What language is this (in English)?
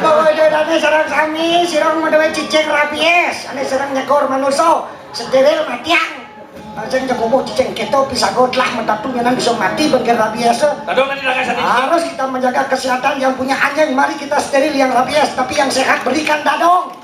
Balinese